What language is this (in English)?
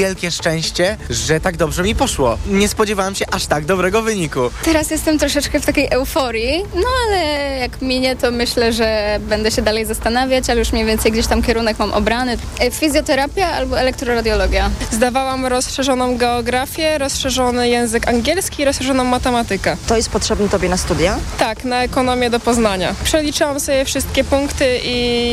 Polish